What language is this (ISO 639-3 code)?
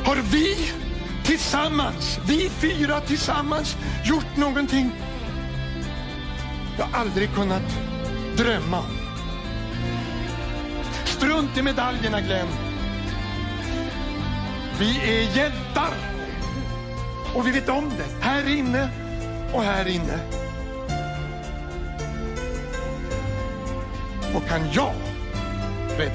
swe